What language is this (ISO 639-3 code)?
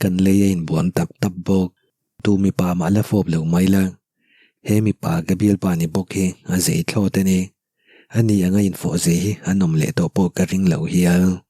lus